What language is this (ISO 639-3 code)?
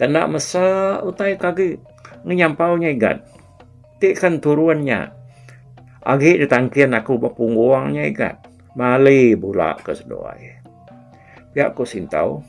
iba